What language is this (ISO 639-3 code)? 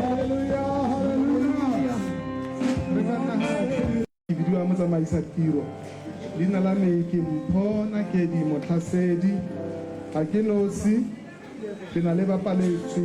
tsn